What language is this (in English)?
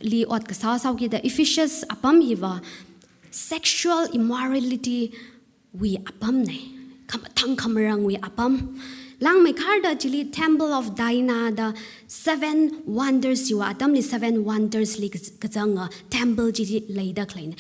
Tangkhul Naga (India)